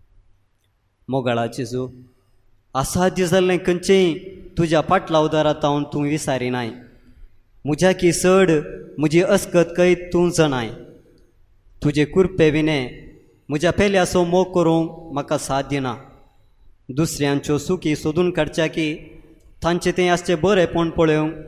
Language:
Konkani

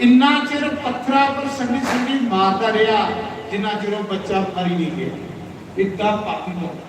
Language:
Dogri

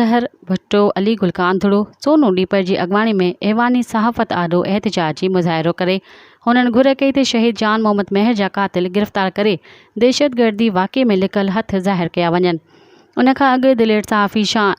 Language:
Sindhi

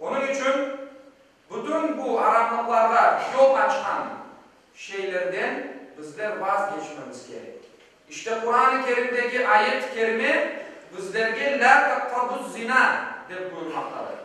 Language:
Crimean Tatar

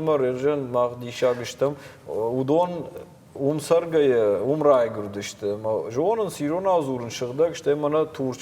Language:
Ossetic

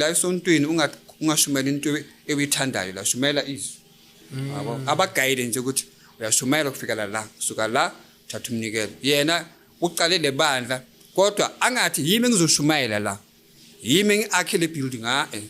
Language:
Zulu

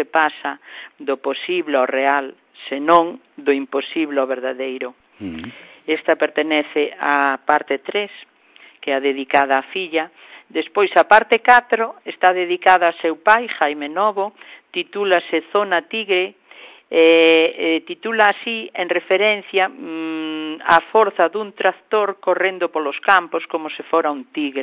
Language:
Galician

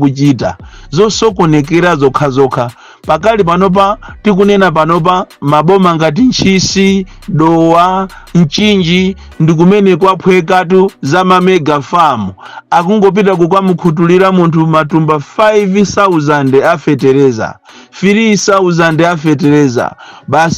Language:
Nyanja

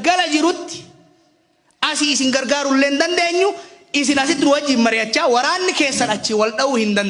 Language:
Oromo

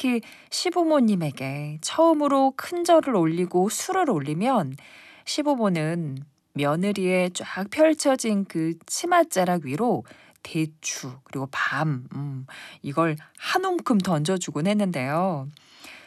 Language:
Korean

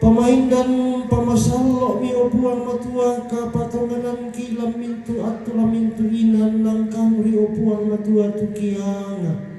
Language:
Toraja-Sa'dan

